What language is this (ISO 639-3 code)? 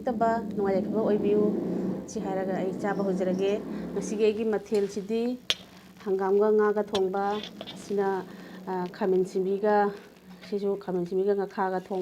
mni